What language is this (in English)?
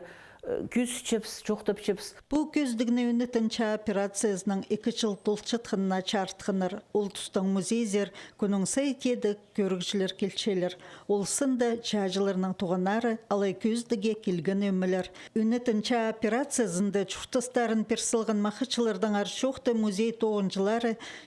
Khakas